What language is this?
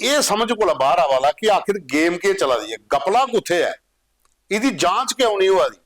Dogri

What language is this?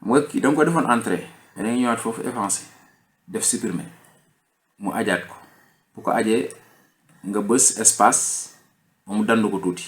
Wolof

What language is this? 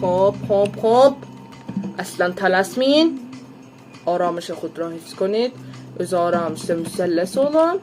South Azerbaijani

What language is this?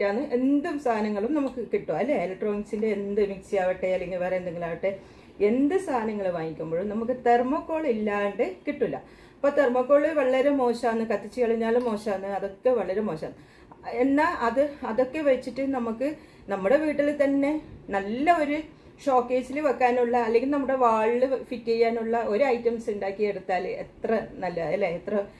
Malayalam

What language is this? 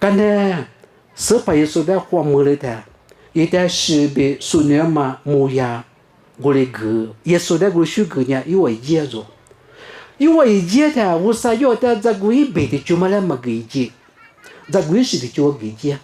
Lisu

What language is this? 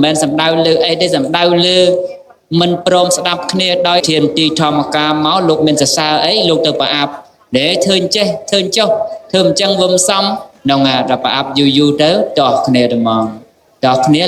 Khmer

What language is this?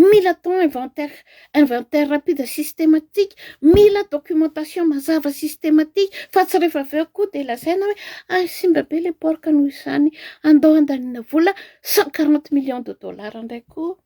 Malagasy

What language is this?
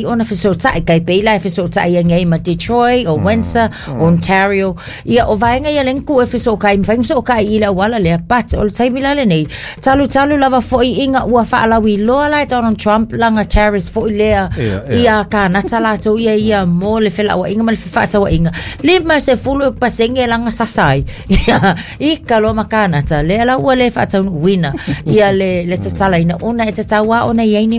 Samoan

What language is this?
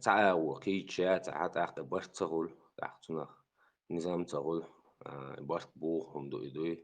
Chechen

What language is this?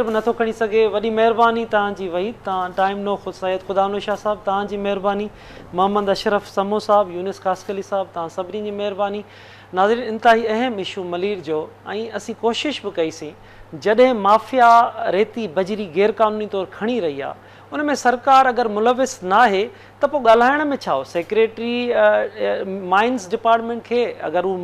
Sindhi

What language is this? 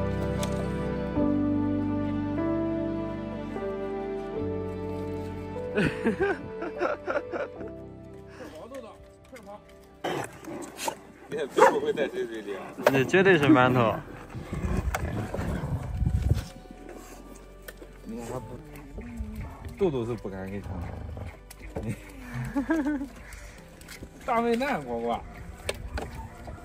Chinese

